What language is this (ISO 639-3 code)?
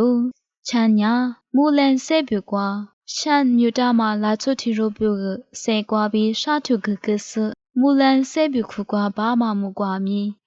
lis